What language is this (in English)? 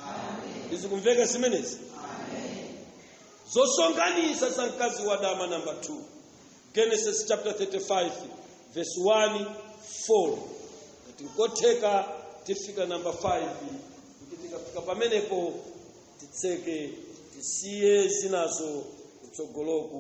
Nyanja